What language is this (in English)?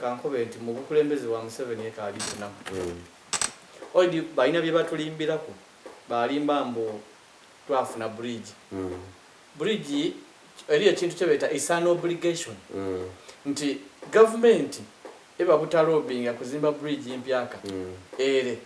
Soga